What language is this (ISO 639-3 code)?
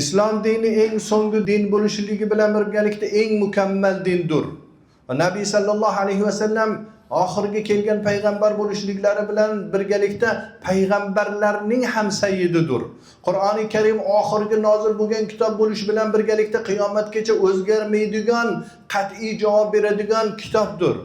uzb